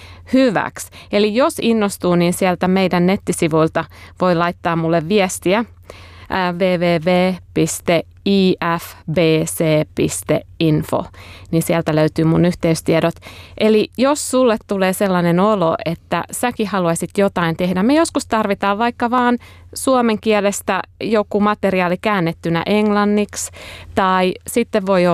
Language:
Finnish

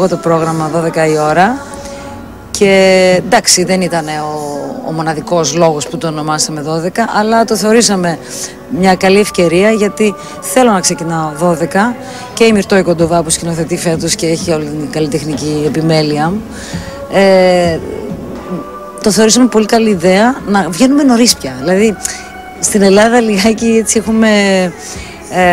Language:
Greek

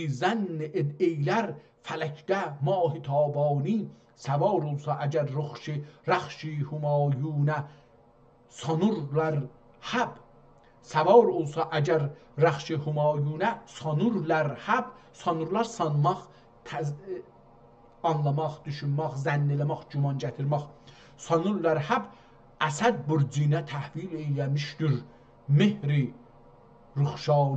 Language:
South Azerbaijani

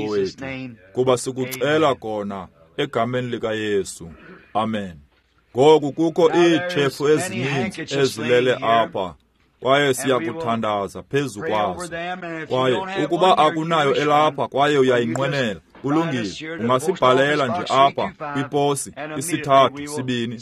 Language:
Xhosa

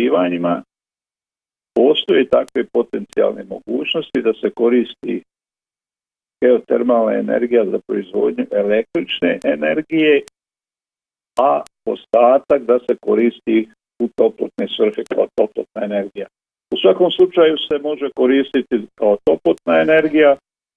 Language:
Bosnian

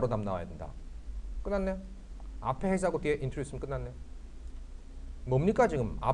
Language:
Korean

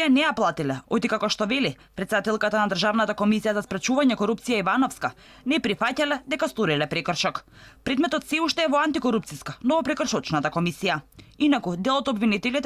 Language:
Macedonian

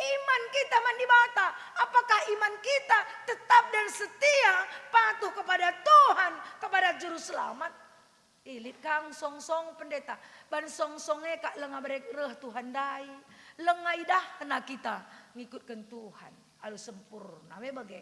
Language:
Batak Karo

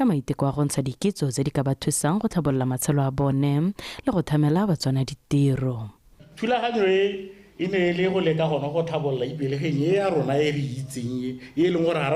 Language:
Tswana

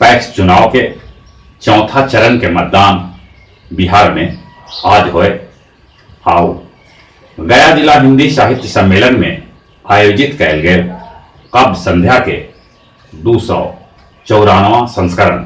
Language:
Magahi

